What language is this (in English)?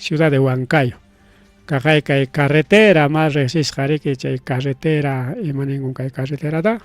Ayacucho Quechua